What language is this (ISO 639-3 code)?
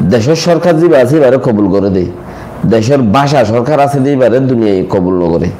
rhg